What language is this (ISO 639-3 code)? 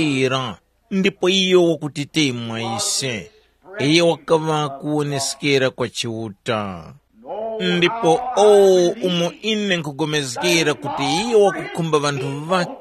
tum